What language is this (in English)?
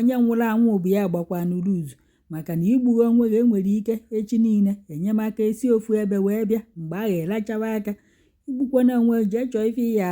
Igbo